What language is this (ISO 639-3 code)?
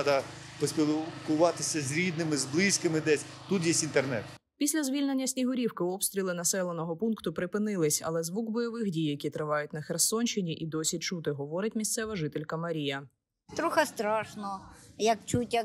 ukr